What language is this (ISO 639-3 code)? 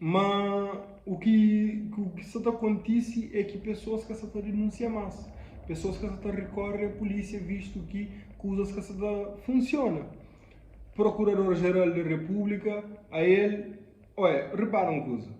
kea